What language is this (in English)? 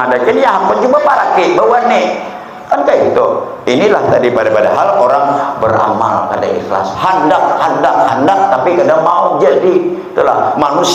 Banjar